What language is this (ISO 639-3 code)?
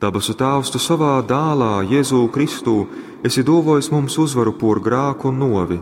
ltg